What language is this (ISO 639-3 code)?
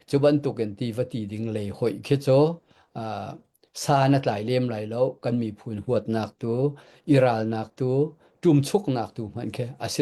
cnh